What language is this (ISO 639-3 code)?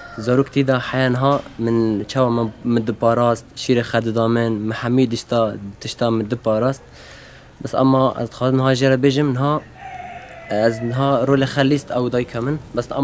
kur